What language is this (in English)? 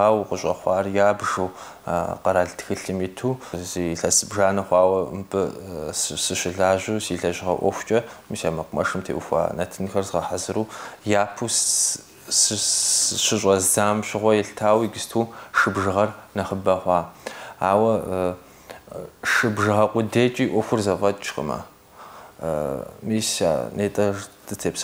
Kabardian